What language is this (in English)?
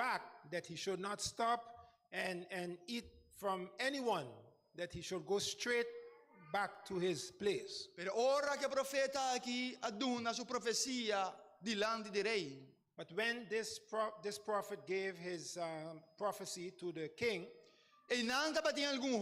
Papiamento